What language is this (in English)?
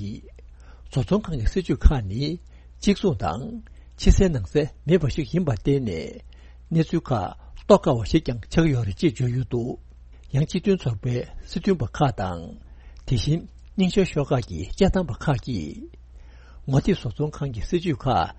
Tibetan